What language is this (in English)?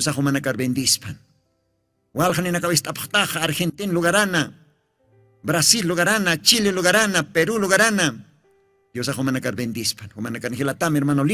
Aymara